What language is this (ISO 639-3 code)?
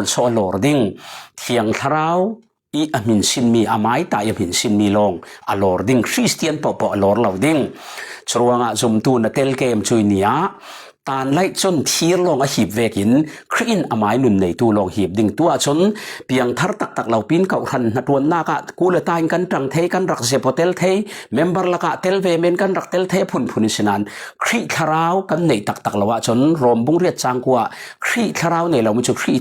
cfm